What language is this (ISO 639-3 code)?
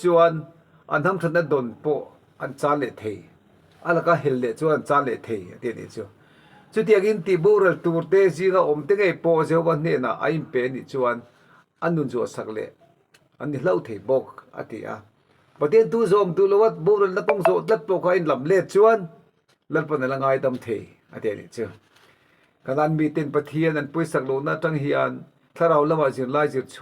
lus